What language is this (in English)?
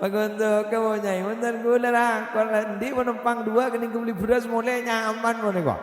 Madurese